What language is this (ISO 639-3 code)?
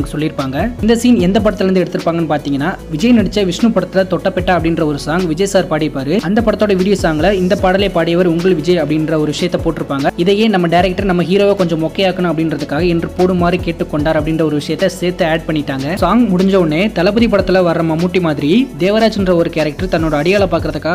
tam